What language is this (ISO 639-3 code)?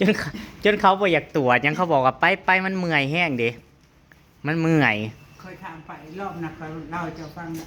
tts